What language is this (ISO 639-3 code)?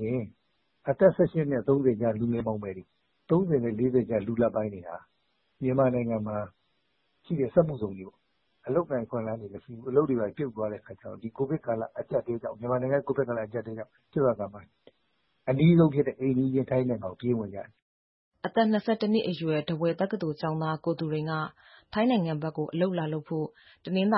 mya